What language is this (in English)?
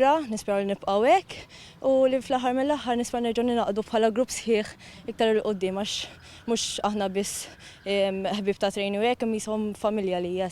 Maltese